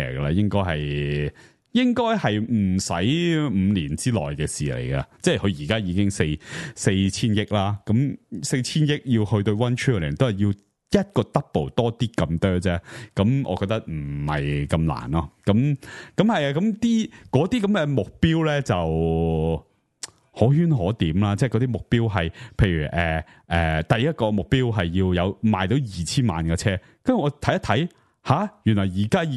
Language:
Cantonese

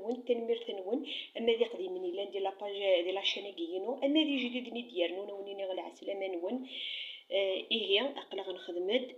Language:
Kabyle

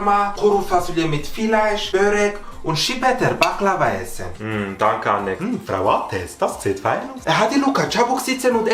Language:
Swiss German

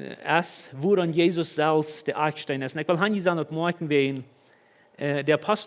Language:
Plautdietsch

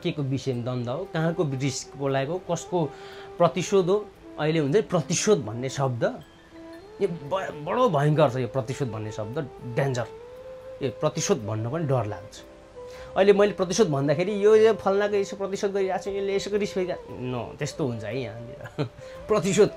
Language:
Nepali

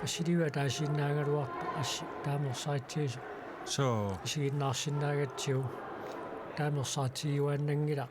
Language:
Kalaallisut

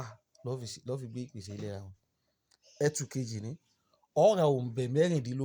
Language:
Yoruba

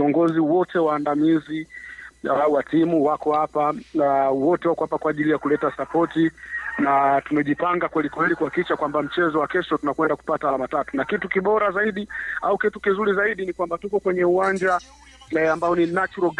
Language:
Swahili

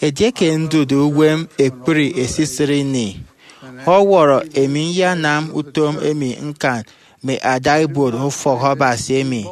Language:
Efik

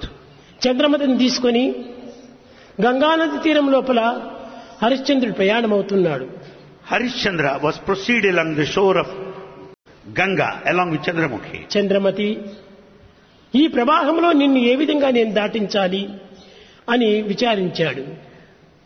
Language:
Telugu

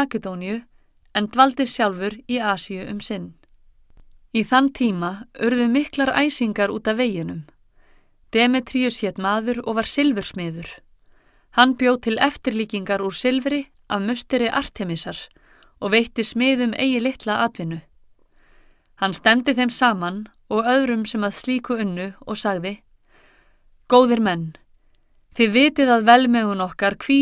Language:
Icelandic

